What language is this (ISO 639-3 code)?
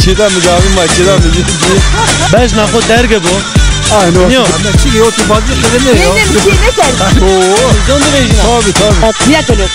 zza